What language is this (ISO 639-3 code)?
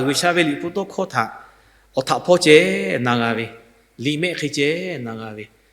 lhu